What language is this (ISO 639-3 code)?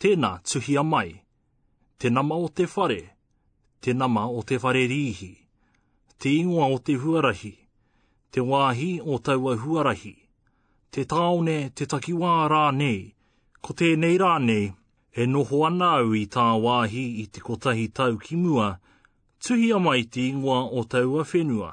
mri